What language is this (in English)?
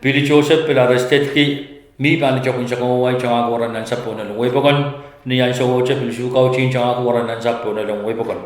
Pohnpeian